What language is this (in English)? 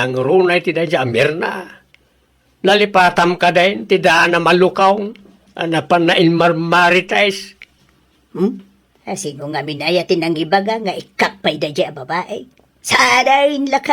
Iloko